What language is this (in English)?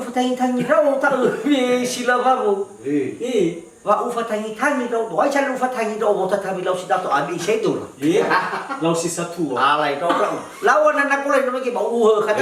Nias